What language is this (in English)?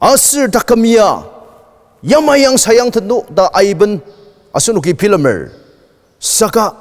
Ao Naga